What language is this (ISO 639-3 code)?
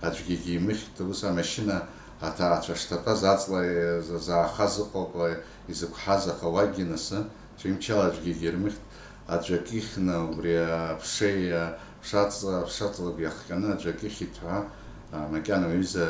abk